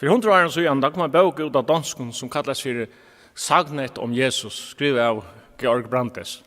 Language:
Faroese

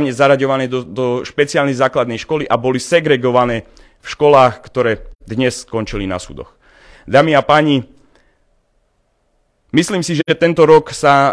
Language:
Slovak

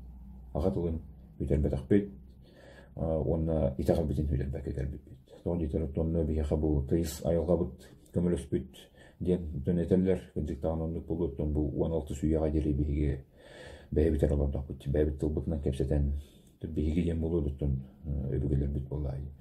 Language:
Yakut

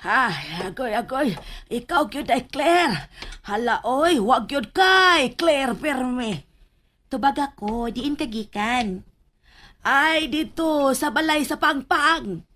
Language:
Cebuano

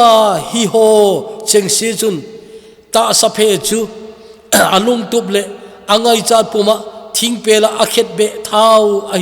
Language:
Thado Chin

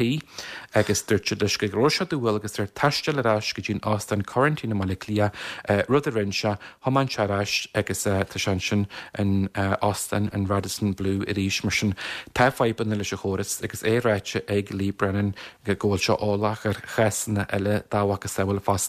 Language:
Irish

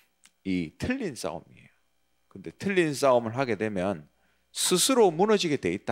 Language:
Korean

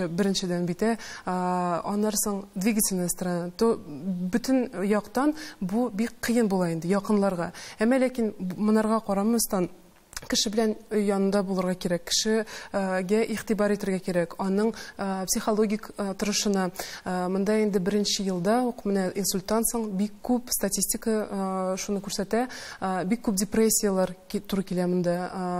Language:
Tatar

